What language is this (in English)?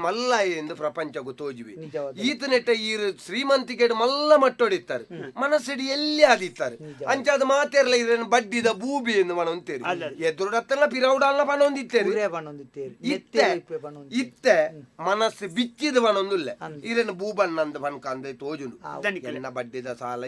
Tulu